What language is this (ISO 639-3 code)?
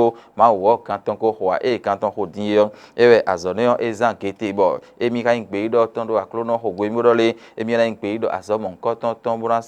fon